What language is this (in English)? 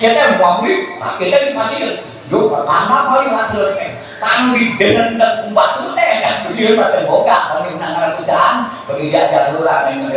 Sundanese